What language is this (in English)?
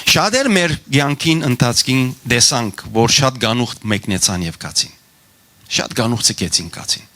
Western Armenian